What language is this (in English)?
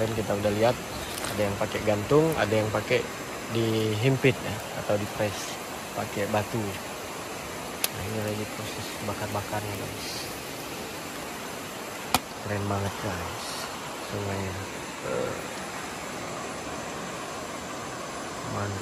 Indonesian